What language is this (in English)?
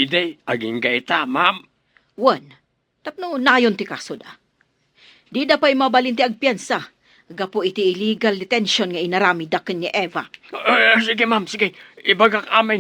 Iloko